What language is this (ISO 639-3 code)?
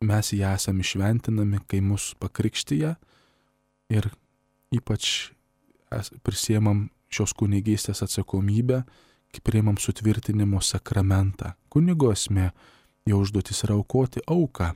lit